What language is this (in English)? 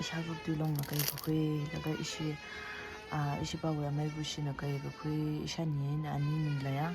Tangkhul Naga (India)